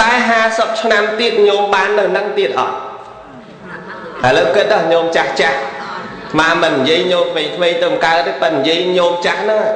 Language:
Khmer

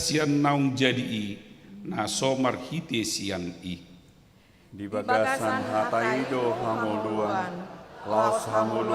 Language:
Batak Toba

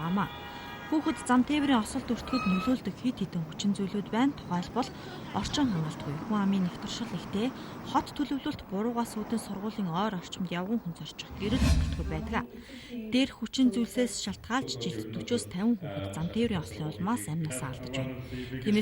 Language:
Mongolian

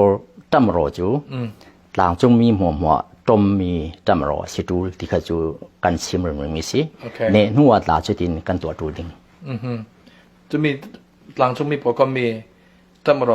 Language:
Falam Chin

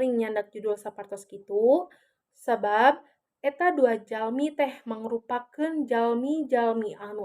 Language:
Sundanese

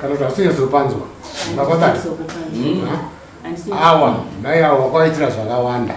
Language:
Shona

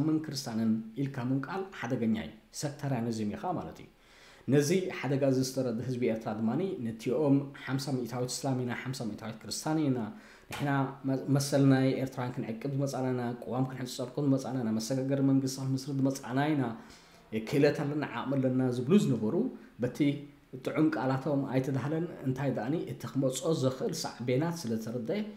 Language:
Tigrinya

